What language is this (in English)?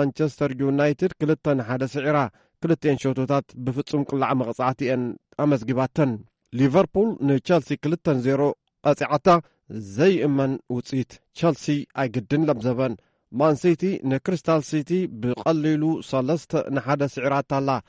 Tigrinya